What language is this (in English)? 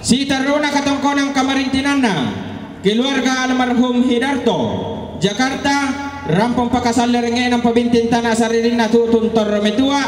Toraja-Sa'dan